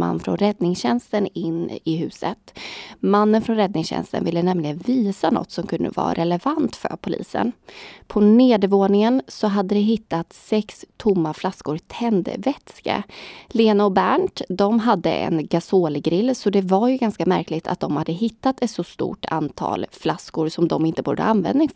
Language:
Swedish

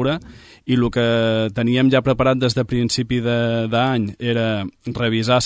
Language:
Catalan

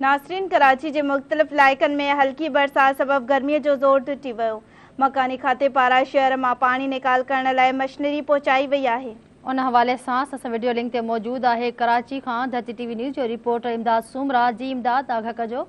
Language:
Sindhi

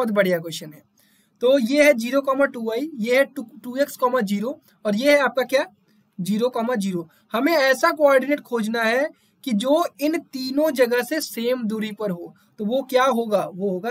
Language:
Hindi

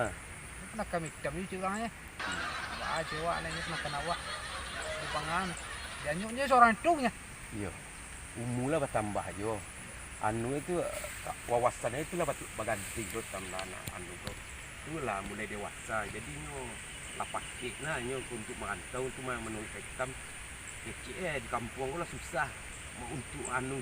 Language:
Minangkabau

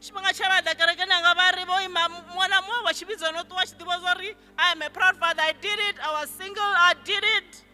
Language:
Venda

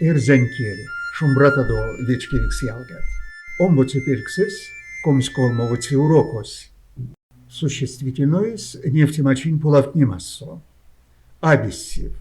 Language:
Erzya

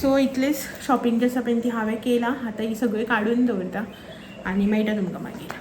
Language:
Konkani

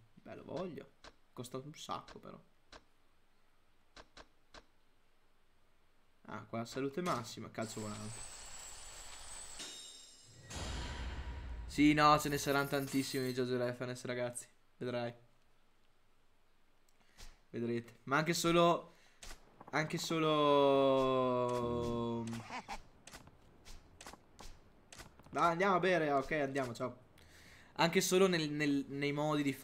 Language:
Italian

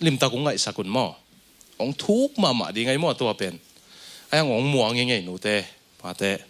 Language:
Tedim Chin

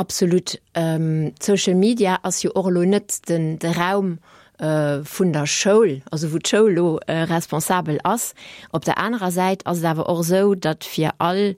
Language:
Luxembourgish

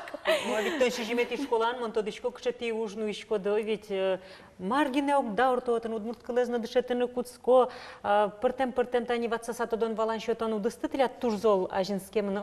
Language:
Udmurt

